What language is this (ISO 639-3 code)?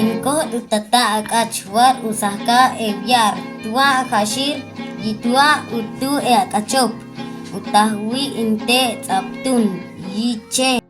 caa